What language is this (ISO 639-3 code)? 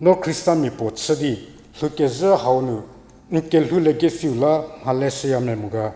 njm